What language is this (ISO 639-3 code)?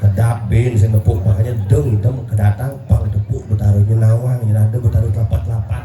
ban